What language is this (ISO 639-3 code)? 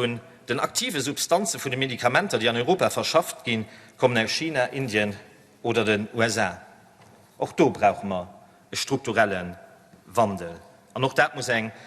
ltz